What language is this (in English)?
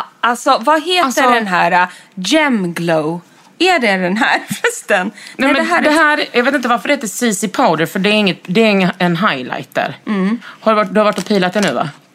Swedish